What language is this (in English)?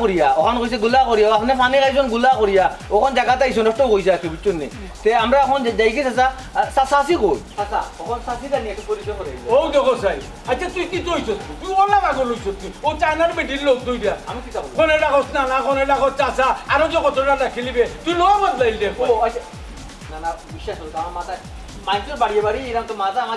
Sylheti